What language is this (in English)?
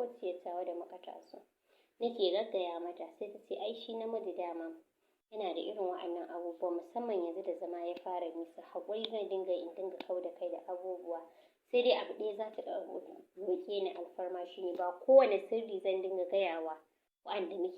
Hausa